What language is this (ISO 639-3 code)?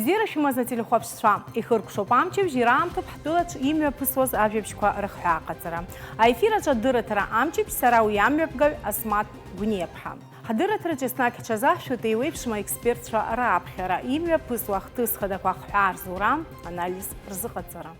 abk